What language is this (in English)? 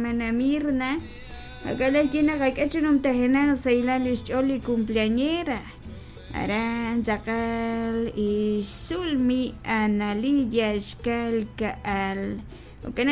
Kekchí